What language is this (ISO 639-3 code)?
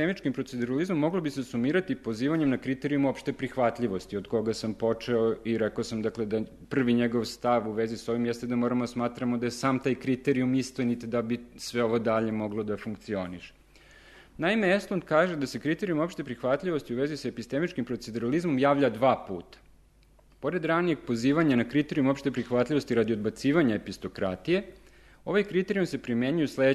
srp